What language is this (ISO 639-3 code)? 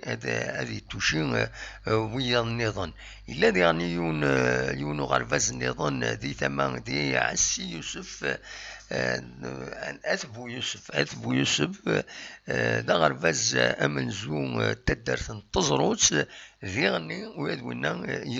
kab